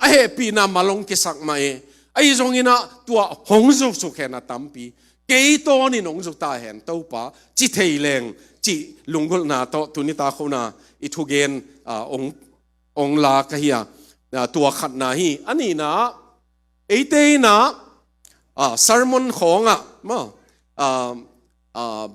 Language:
Tedim Chin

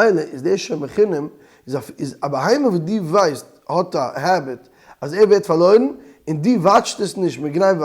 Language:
Yiddish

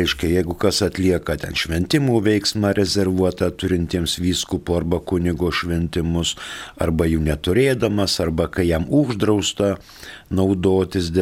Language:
Lithuanian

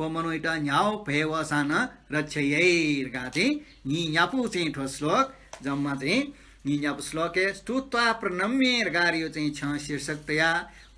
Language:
Newari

